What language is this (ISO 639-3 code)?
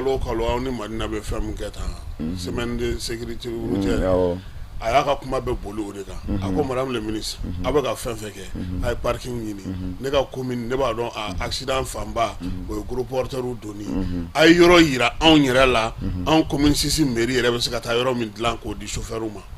bam